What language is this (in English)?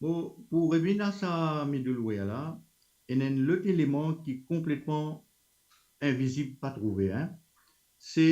Morisyen